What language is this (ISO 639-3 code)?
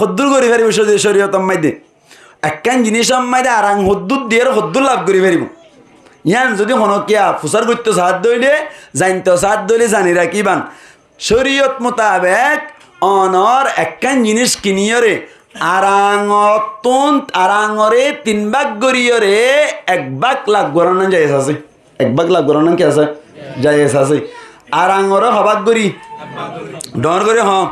rhg